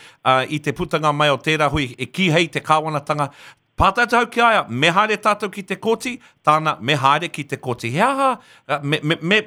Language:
Māori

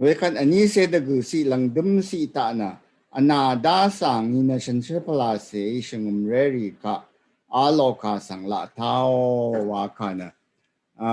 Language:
Rawang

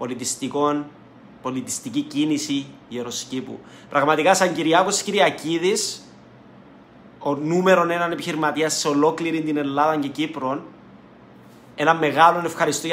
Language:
Greek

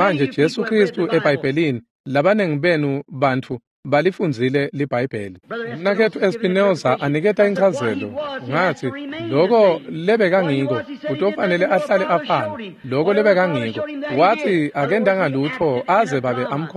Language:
Swati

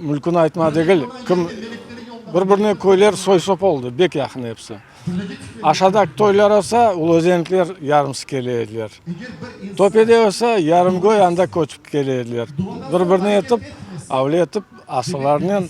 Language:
Crimean Tatar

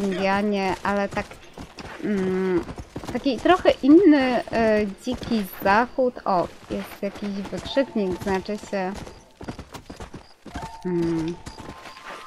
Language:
Polish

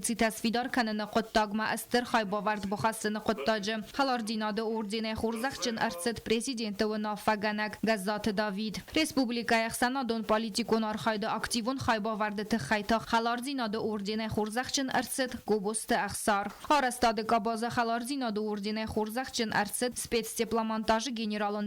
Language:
Ossetic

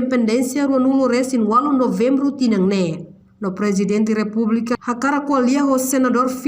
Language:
Tetum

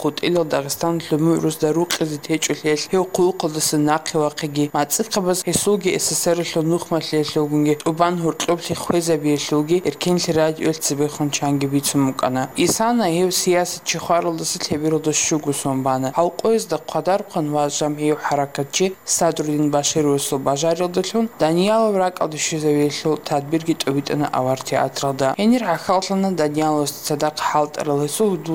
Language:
Avaric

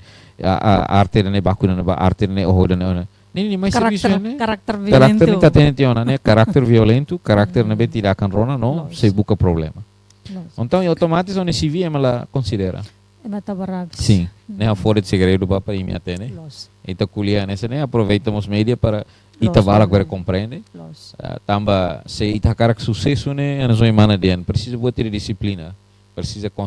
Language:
Tetum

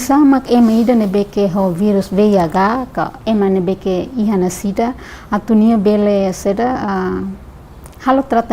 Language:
Tetum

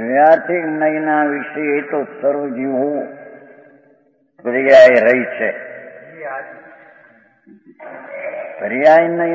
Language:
Gujarati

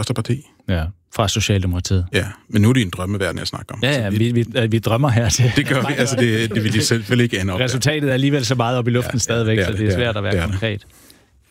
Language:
Danish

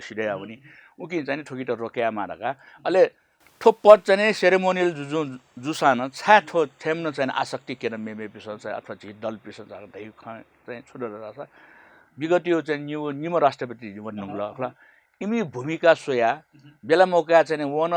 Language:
Newari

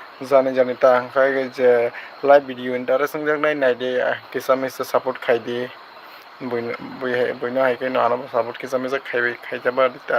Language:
Kok Borok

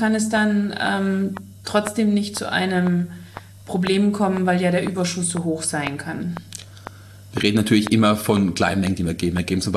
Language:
German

